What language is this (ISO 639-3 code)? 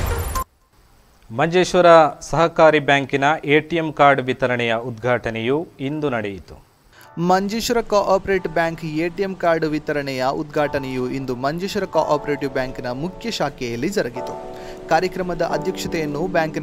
kan